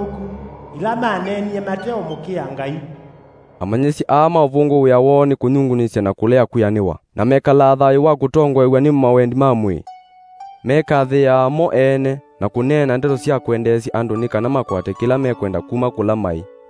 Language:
Kamba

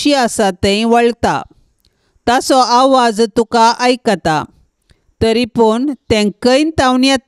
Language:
Konkani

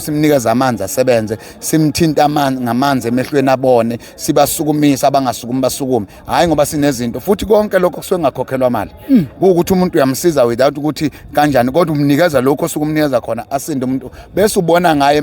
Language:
Zulu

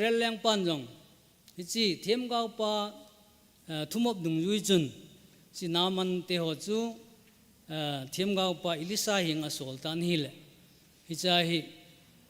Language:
Thado Chin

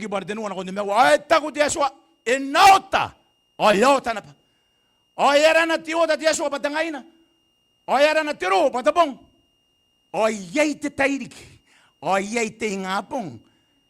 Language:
Gilbertese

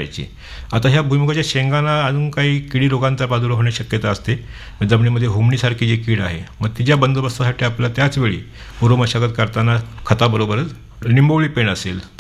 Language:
Marathi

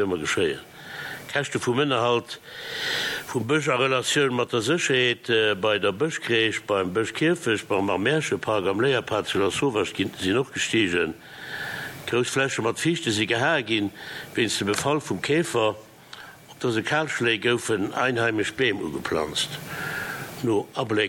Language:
Luxembourgish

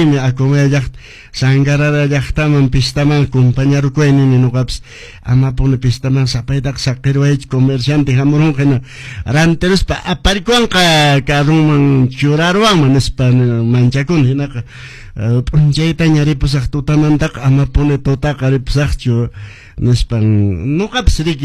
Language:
Quechua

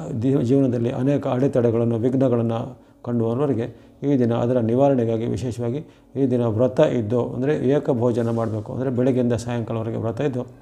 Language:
Kannada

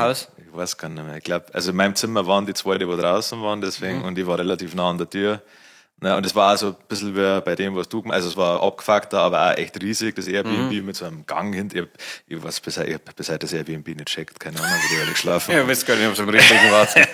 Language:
Bavarian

